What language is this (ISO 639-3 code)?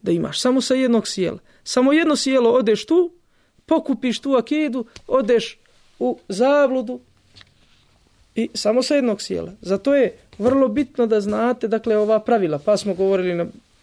bos